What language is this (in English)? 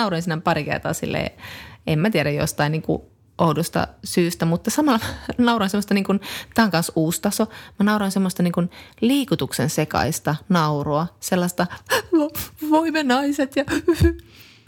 Finnish